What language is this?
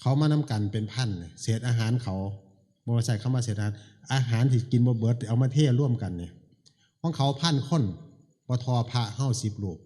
Northeastern Thai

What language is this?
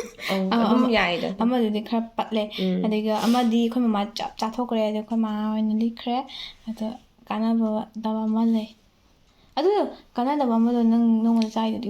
Manipuri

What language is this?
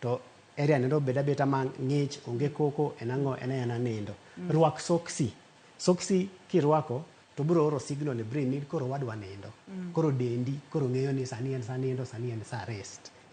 Luo (Kenya and Tanzania)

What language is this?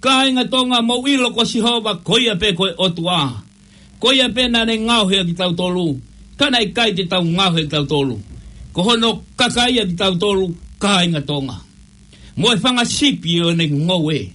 Tongan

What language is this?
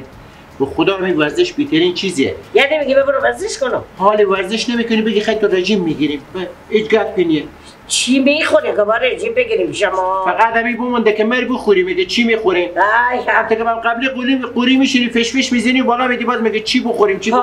Persian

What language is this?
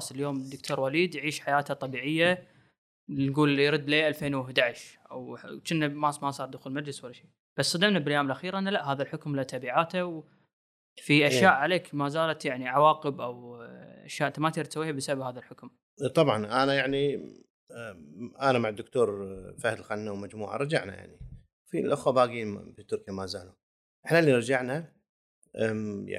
Gulf Arabic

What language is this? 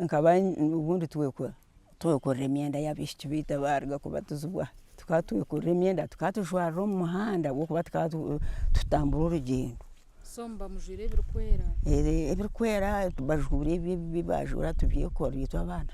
Nyankole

